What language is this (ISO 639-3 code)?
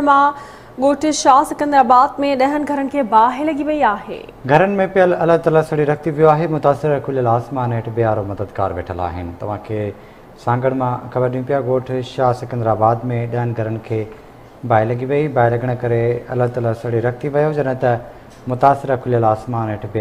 snd